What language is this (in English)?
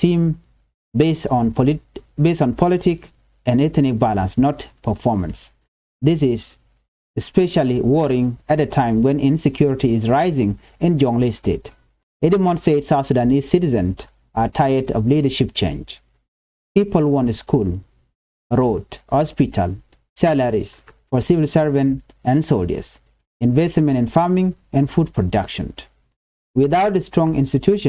Nuer